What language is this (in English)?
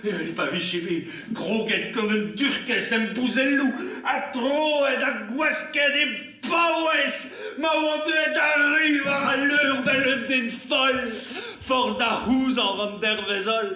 Breton